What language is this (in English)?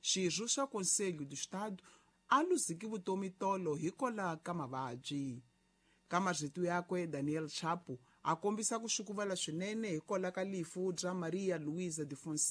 Tsonga